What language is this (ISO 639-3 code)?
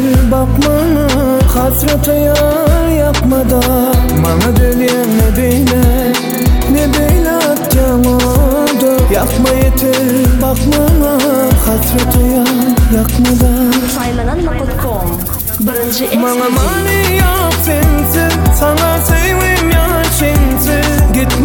tur